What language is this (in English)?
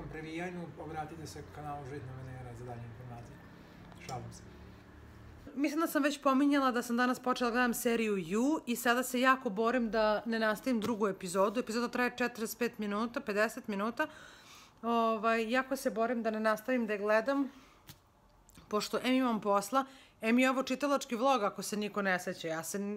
Serbian